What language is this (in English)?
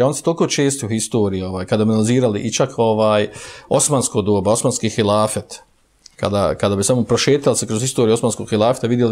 Bosnian